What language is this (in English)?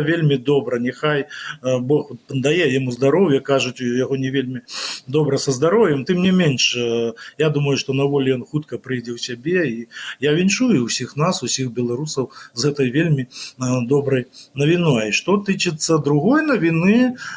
Belarusian